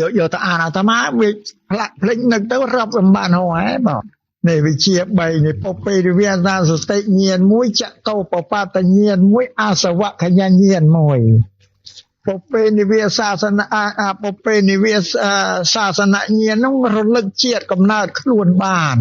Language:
Khmer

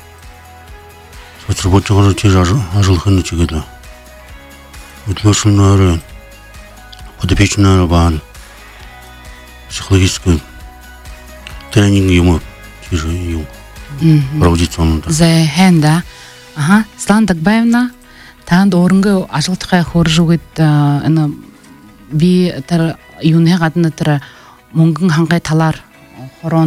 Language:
Buriat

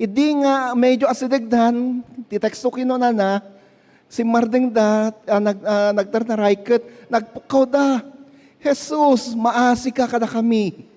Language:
Iloko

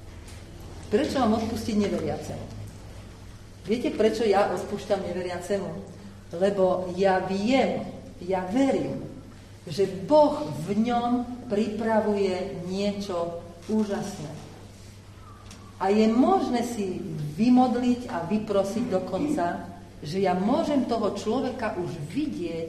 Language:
Slovak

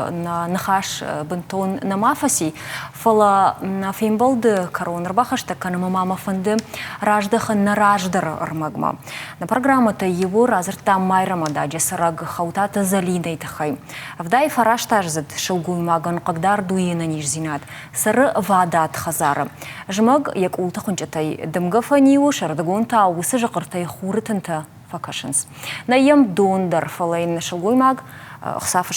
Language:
Ossetic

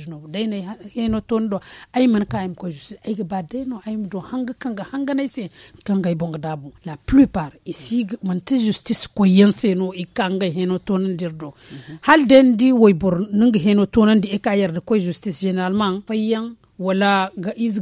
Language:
Zarma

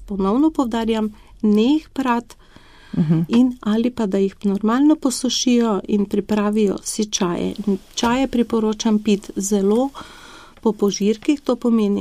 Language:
Slovenian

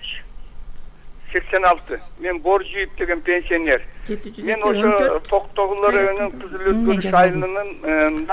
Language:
Kyrgyz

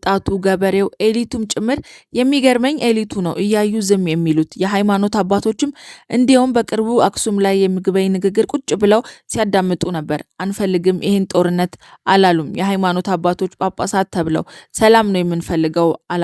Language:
Amharic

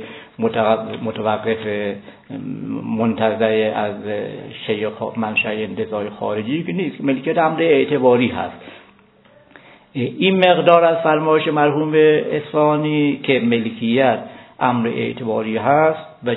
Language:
Persian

